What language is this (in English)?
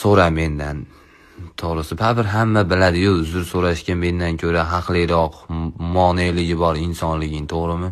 Uzbek